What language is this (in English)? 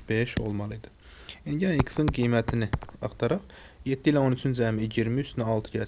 Azerbaijani